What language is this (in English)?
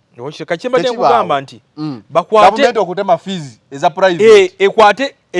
Ganda